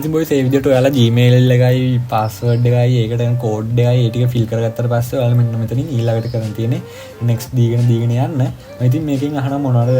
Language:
Sinhala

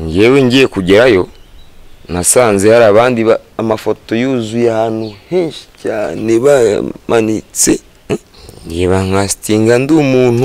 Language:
Kinyarwanda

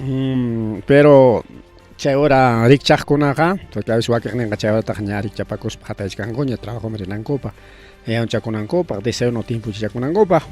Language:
Ayacucho Quechua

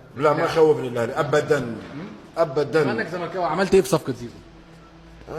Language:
Egyptian Arabic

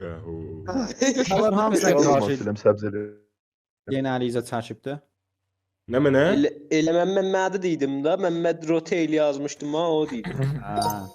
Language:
South Azerbaijani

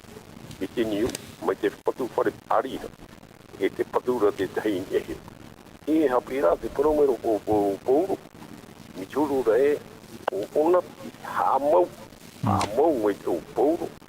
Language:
Tahitian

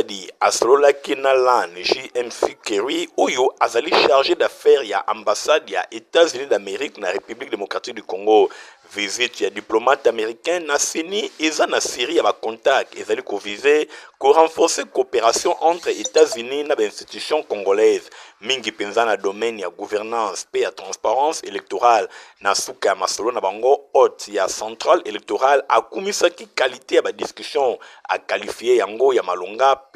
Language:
Lingala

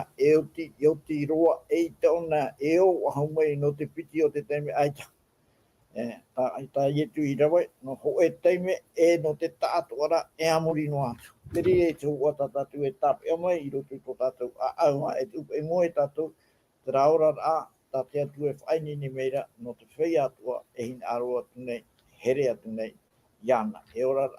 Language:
Tahitian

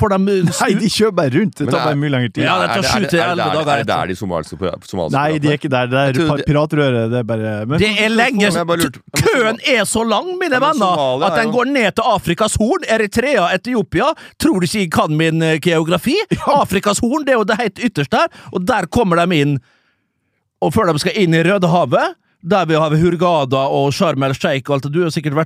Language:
Norwegian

